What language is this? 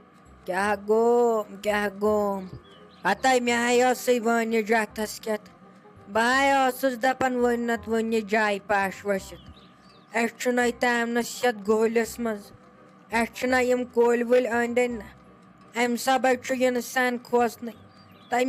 Kashmiri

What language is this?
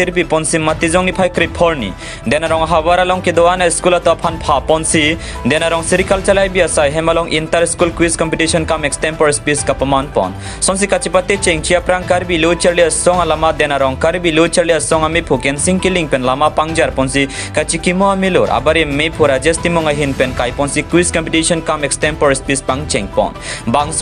Karbi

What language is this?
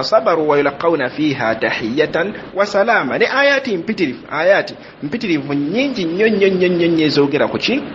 Ganda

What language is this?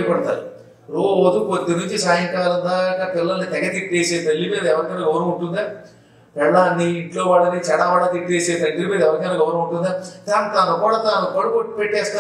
Telugu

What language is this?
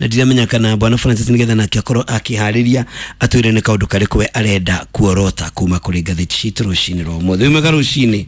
Kikuyu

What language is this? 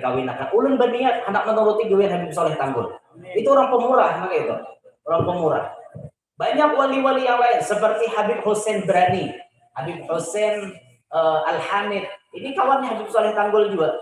Banjar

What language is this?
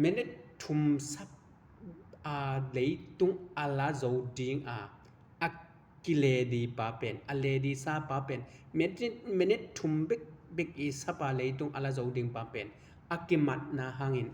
Tedim Chin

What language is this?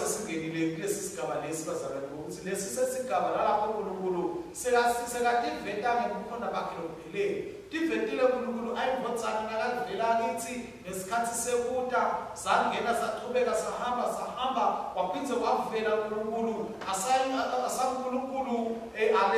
Swati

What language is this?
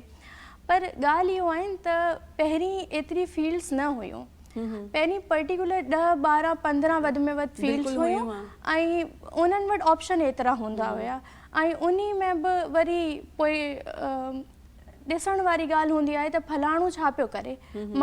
Sindhi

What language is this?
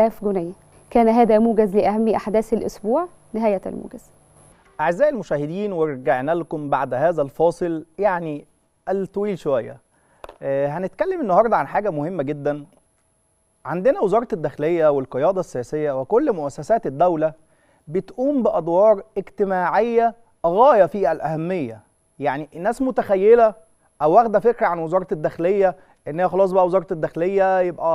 Egyptian Arabic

